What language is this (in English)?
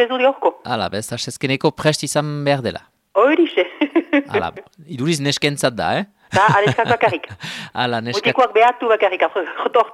Basque